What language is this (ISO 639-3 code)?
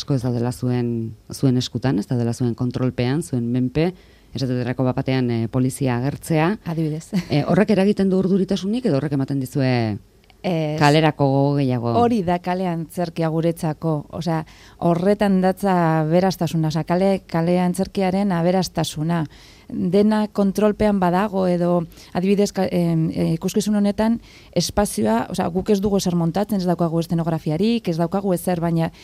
eus